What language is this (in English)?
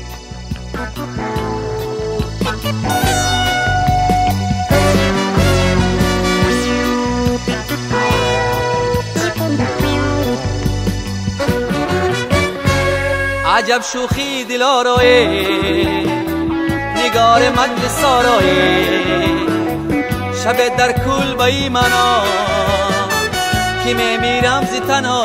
Persian